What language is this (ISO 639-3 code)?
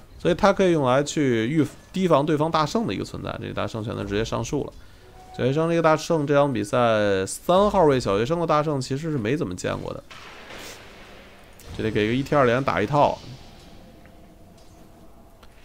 zho